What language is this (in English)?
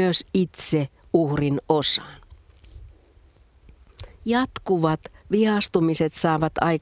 Finnish